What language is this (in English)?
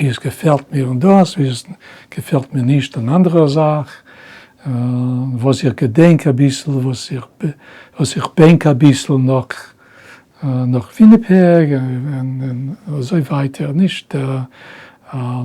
Yiddish